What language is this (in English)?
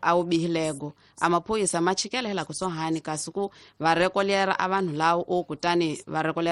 Tsonga